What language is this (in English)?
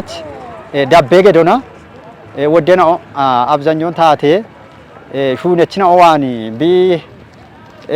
Kafa